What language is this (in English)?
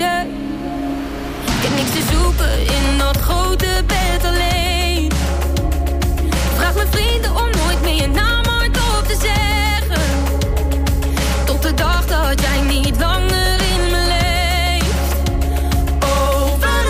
Dutch